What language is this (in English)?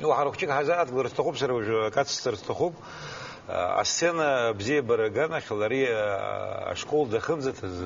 Abkhazian